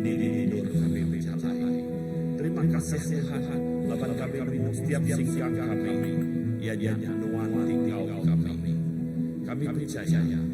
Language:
Iban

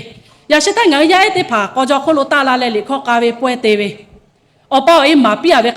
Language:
Lahu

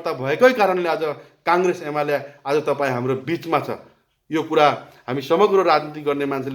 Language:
Nepali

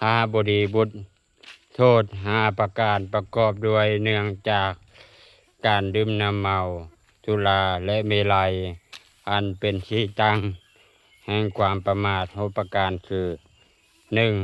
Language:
Lao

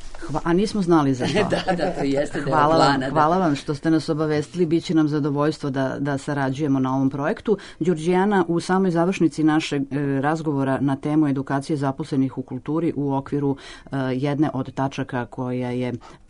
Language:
Serbian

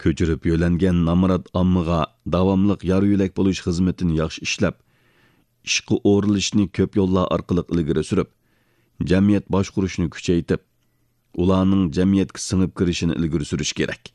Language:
Uyghur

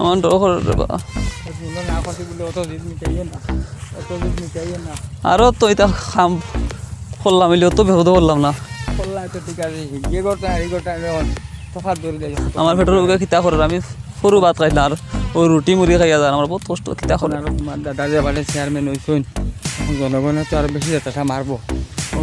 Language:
Sylheti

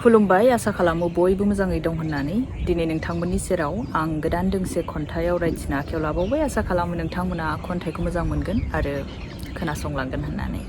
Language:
Bodo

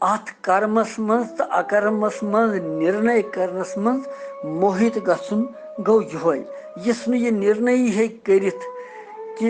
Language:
Kashmiri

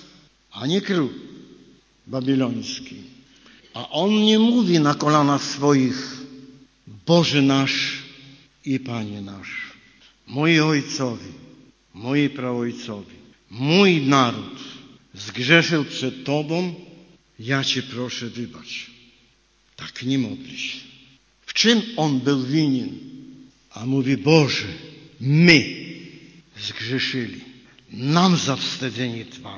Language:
Polish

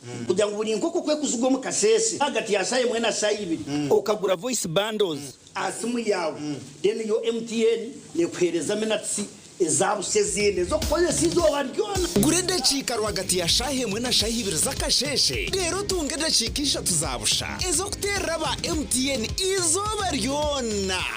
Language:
Nyankole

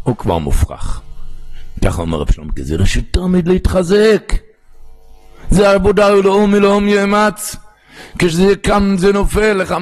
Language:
Hebrew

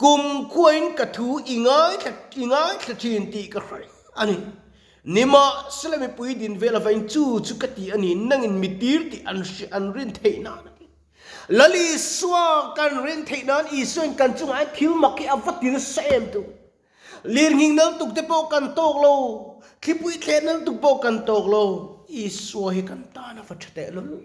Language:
Mizo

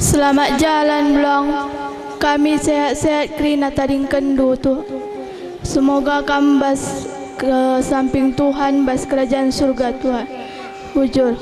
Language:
Batak Karo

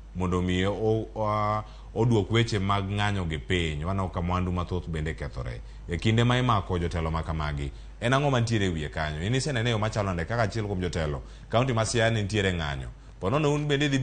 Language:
Luo (Kenya and Tanzania)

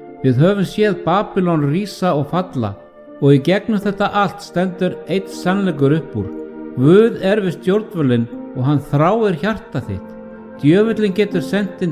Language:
Icelandic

